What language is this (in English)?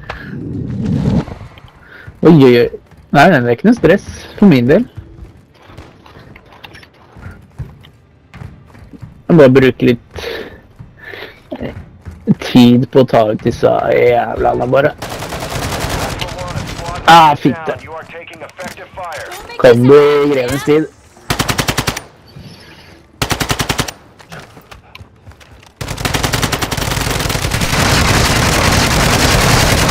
Norwegian